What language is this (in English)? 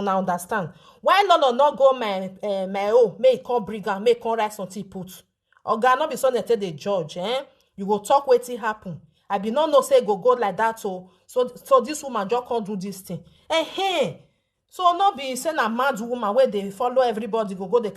Nigerian Pidgin